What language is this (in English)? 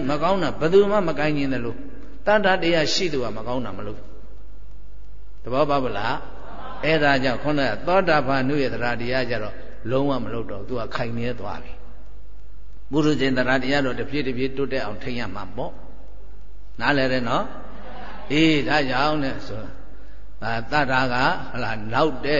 Burmese